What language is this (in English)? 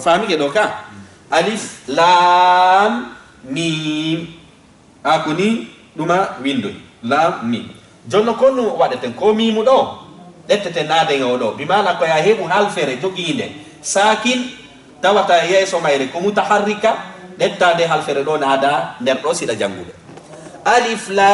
Fula